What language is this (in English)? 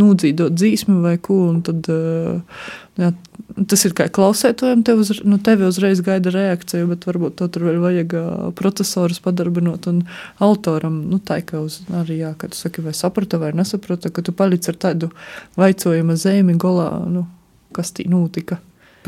Latvian